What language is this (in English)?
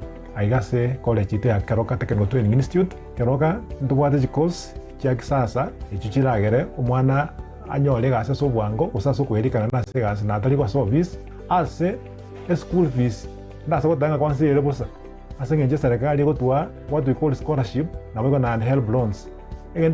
Gusii